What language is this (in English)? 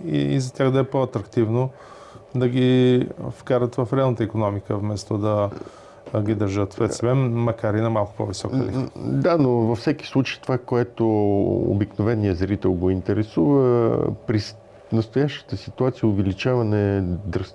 Bulgarian